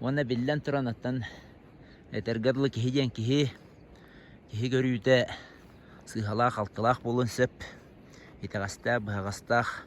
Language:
Yakut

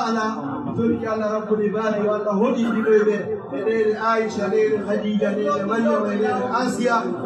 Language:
Fula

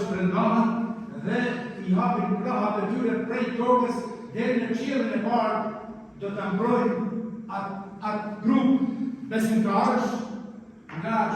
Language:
Albanian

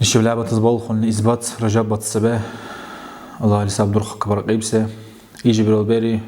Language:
Dargwa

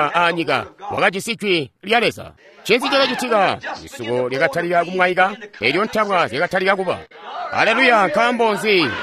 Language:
Tonga (Zambia)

